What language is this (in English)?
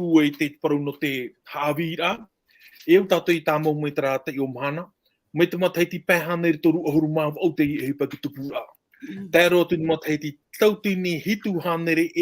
Tahitian